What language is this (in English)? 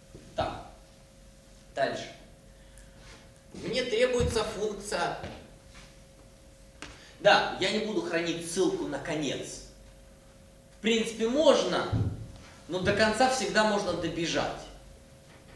Russian